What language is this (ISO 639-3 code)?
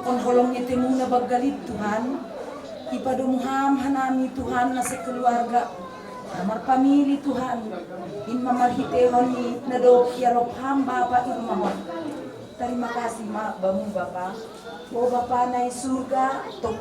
bts